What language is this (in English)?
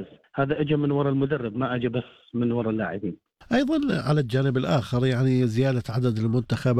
Arabic